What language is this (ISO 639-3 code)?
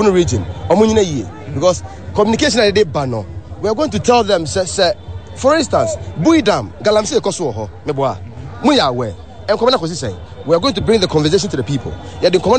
aka